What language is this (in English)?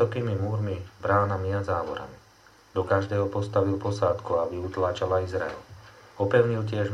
Slovak